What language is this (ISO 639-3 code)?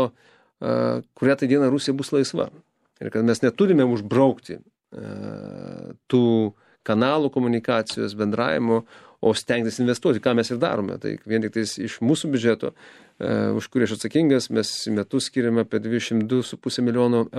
lit